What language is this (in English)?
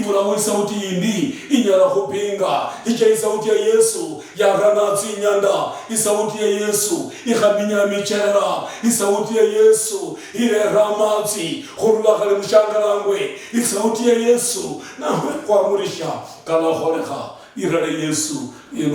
Luyia